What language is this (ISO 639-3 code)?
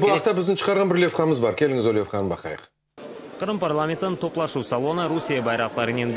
crh